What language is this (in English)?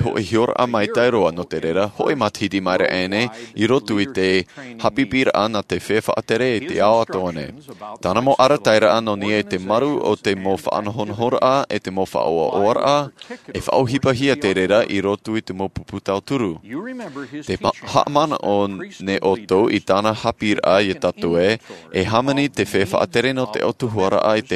Tahitian